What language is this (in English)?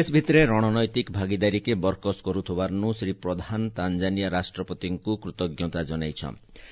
Odia